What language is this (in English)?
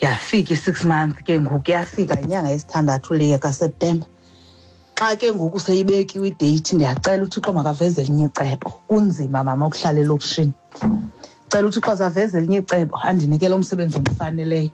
Xhosa